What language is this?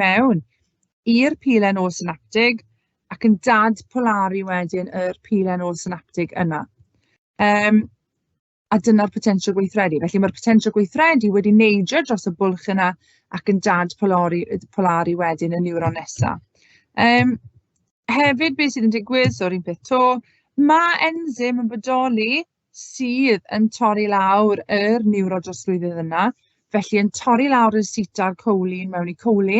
Welsh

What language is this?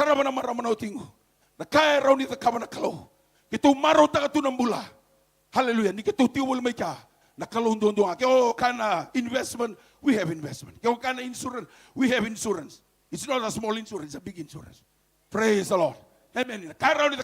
Fijian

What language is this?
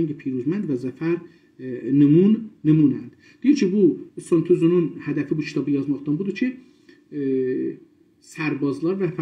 South Azerbaijani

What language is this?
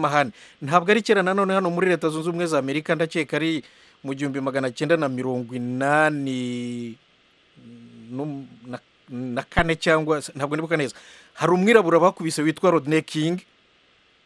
Kinyarwanda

